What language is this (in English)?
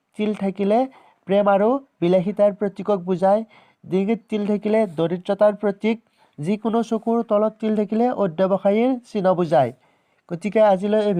Assamese